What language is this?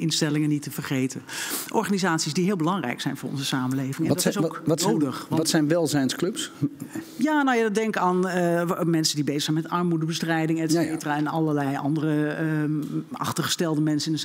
Dutch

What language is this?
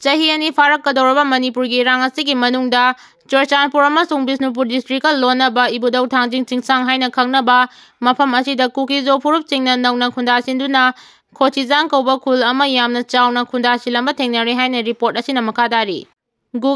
Manipuri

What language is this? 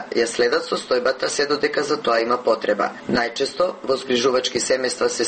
Macedonian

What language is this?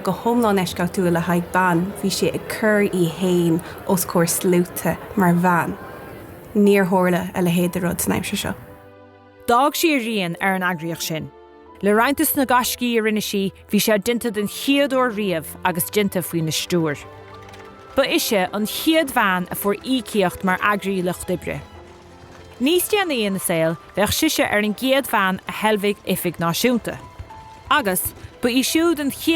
Irish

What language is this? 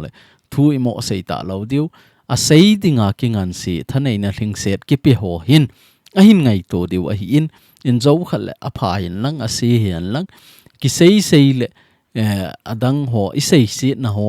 Thado Chin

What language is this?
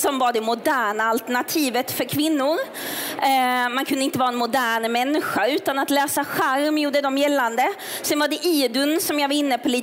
Swedish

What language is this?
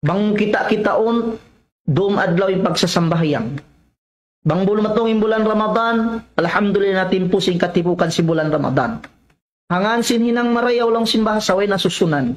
Tausug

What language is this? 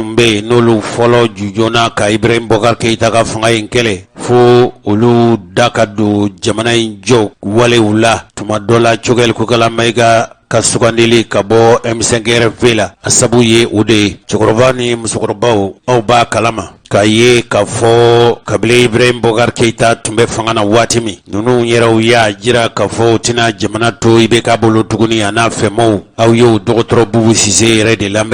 Bambara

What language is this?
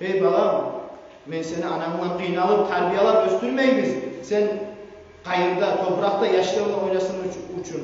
Kumyk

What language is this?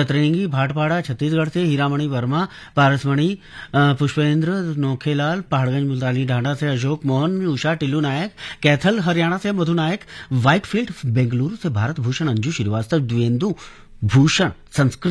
Hindi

